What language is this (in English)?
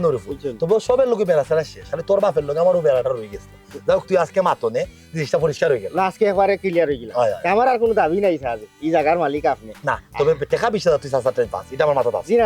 Sylheti